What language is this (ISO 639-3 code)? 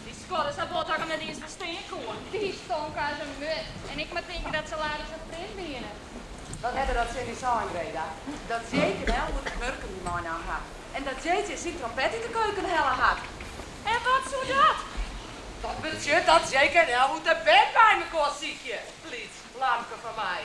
fry